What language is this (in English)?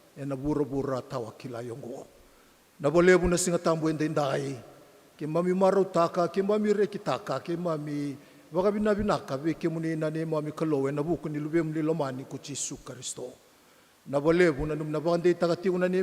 Fijian